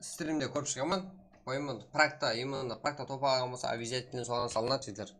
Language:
Kara-Kalpak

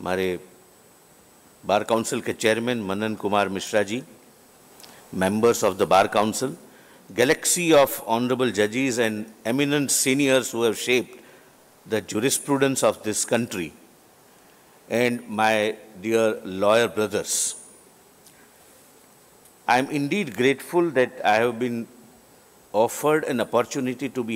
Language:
English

